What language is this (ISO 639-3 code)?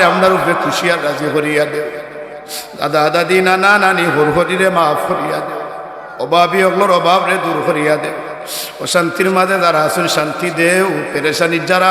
syl